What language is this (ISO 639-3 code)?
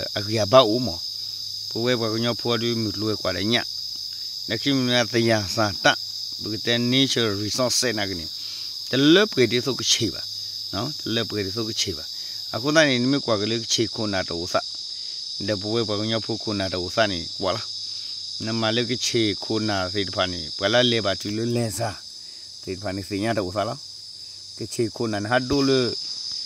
ksw